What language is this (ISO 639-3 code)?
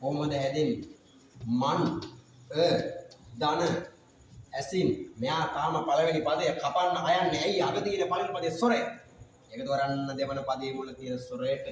sin